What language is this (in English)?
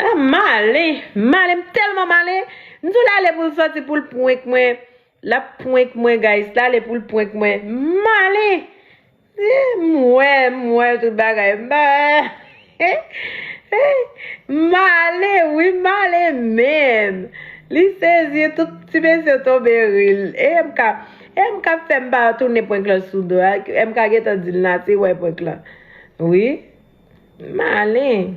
Haitian Creole